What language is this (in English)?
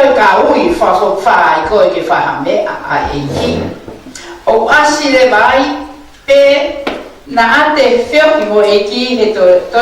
Tongan